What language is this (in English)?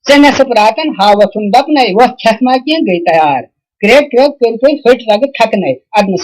Kashmiri